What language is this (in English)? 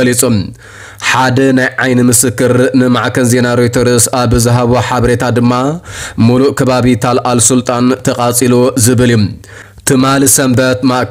Tigrinya